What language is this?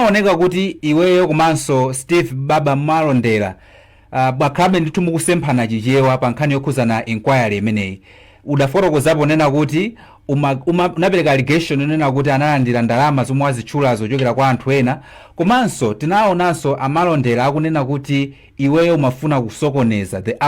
Nyanja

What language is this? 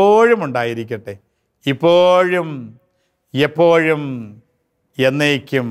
Malayalam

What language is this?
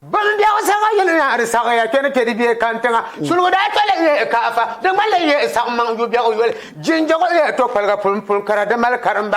Dagbani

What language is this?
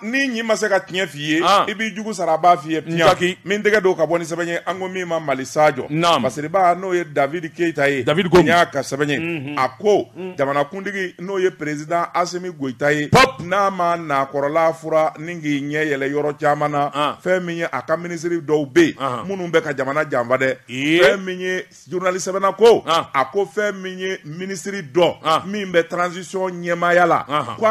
Bambara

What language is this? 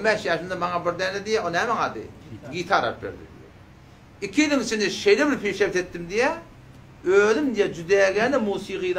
Turkmen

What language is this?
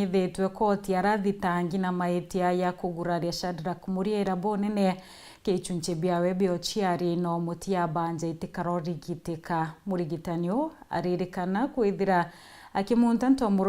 Meru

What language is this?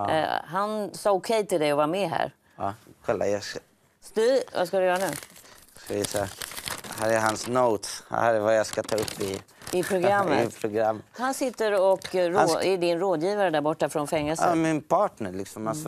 Swedish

